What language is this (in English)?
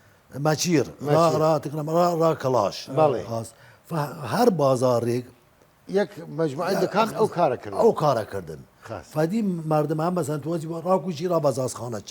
Southern Kurdish